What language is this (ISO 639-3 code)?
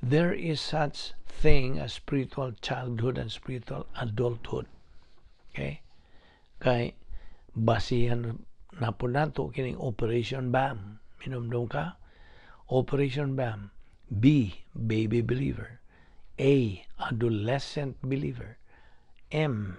ceb